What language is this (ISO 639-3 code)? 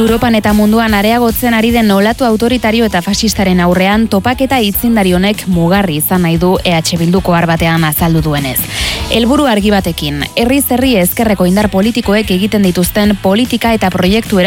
eus